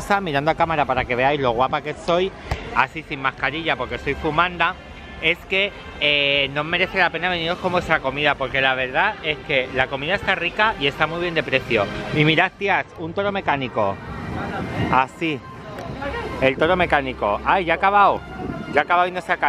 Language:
Spanish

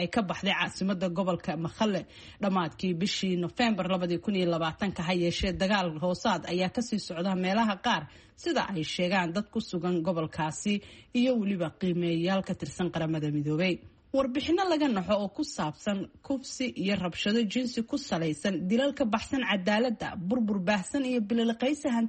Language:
Somali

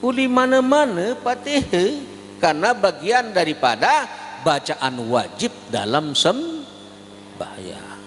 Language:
Sasak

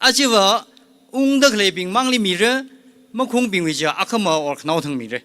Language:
Tangkhul Naga (India)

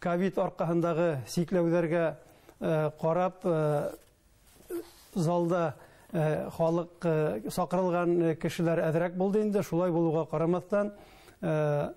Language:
Bashkir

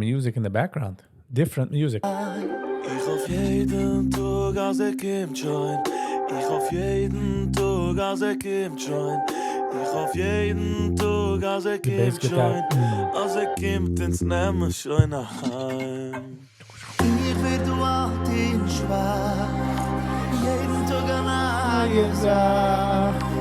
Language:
Yiddish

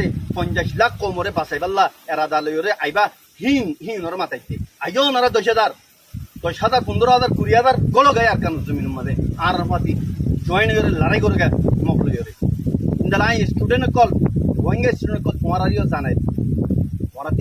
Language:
Rohingya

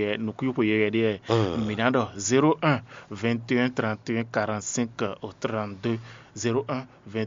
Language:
Fon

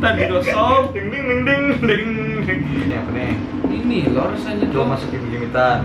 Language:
Banjar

